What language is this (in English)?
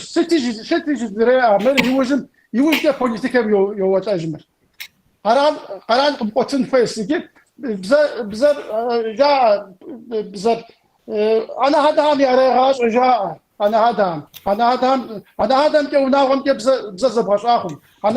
Kabardian